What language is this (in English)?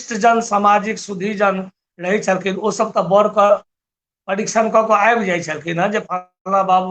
Maithili